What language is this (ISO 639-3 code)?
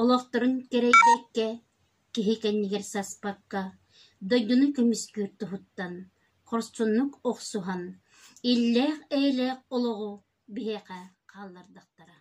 sah